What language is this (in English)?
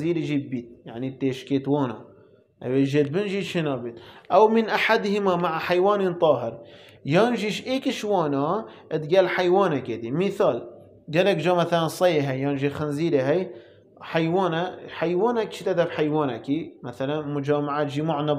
Kurdish